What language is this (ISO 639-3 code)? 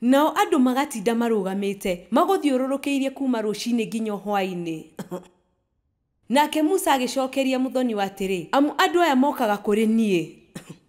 kik